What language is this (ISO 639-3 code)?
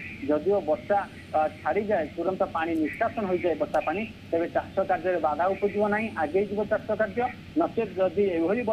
ori